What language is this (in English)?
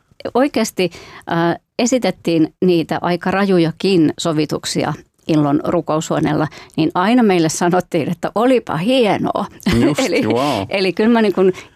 Finnish